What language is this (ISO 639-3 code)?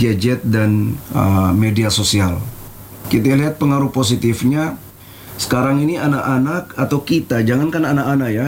ind